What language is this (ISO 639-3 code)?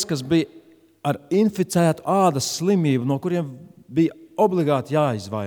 lav